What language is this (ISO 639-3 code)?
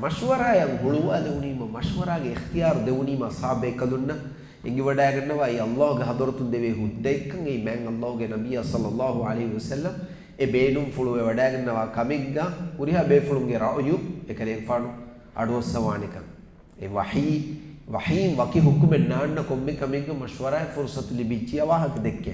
div